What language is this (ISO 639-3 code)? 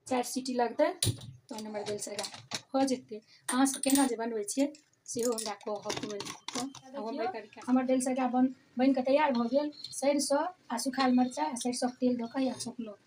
mai